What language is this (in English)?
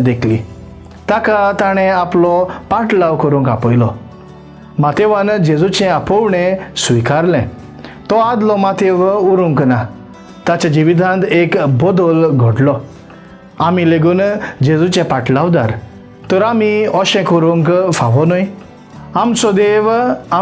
Konkani